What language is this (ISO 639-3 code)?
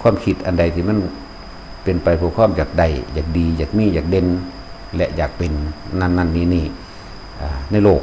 lao